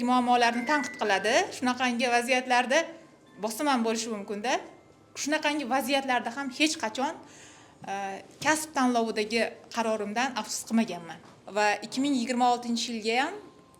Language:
Uzbek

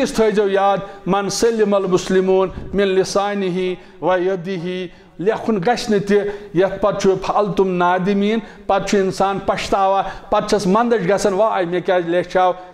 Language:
Kashmiri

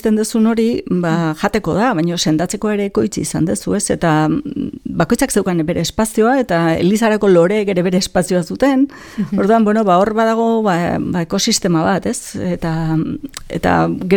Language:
Basque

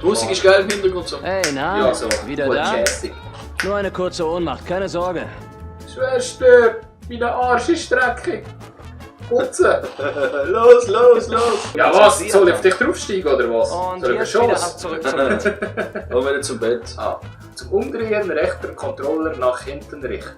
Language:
Swiss German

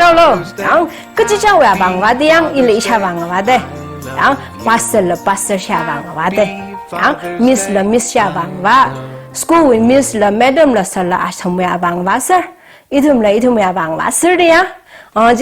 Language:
Tangkhul Naga (India)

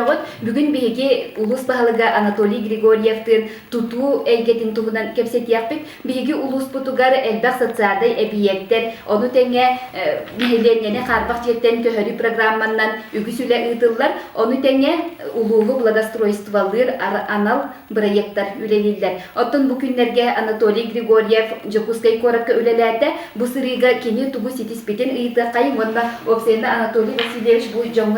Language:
Yakut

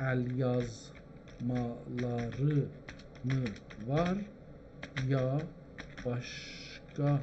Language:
South Azerbaijani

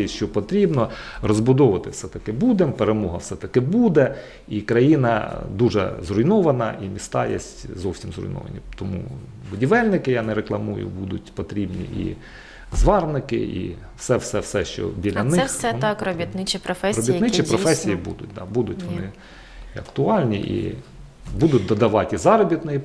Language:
Ukrainian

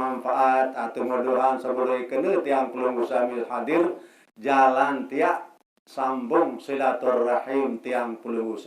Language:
Sasak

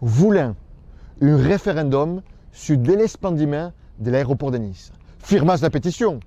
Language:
Occitan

